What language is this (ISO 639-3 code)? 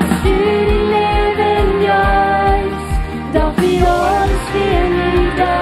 pdt